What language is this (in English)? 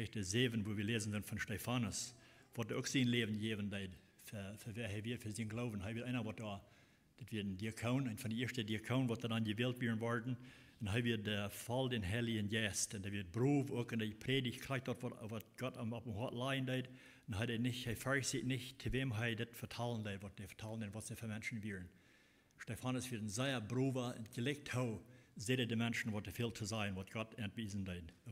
Plautdietsch